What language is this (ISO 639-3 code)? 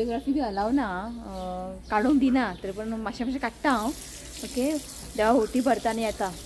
kok